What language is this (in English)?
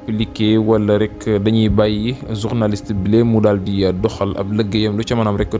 Wolof